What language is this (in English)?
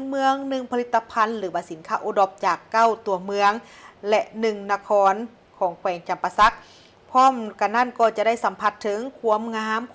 Lao